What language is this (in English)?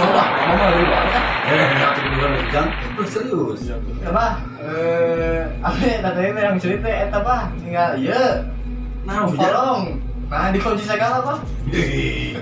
Sundanese